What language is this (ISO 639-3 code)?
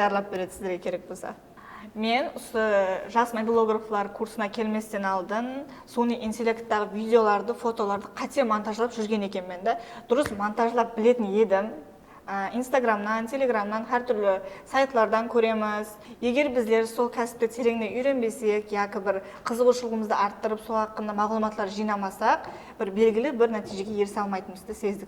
kaa